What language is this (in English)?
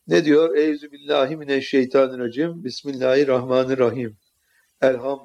Turkish